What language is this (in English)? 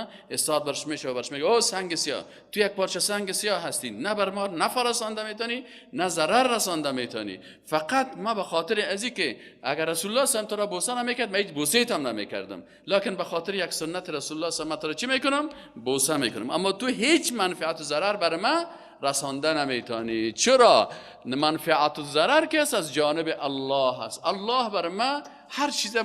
Persian